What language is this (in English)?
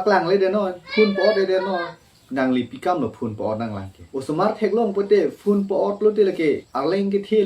Karbi